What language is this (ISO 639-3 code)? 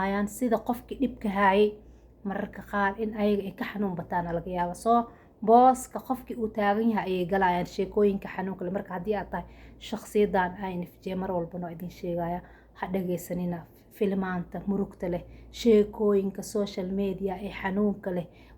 som